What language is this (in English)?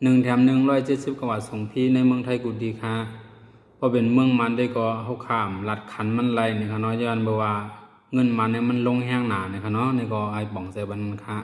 Shan